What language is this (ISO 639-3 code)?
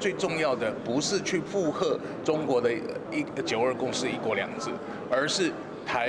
yue